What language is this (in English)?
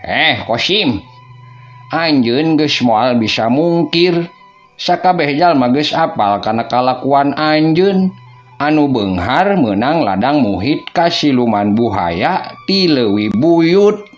Sundanese